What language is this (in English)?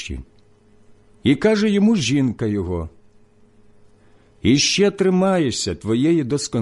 Ukrainian